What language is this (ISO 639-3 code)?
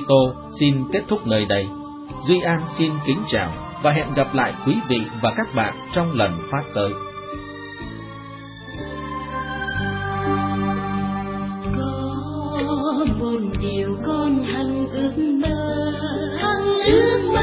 vie